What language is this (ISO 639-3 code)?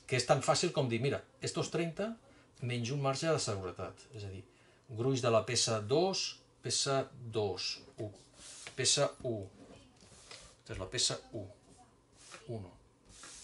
cat